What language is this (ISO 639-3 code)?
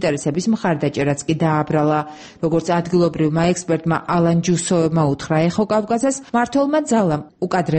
kat